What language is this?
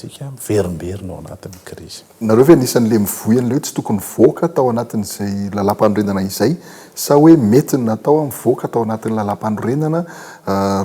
Malagasy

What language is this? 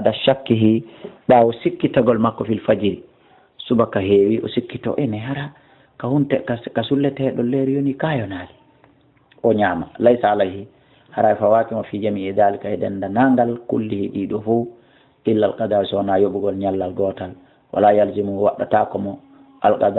Fula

